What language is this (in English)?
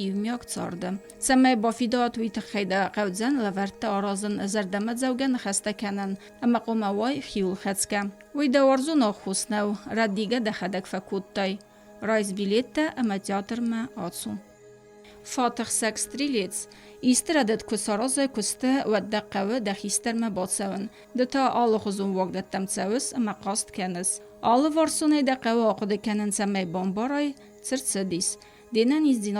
Ossetic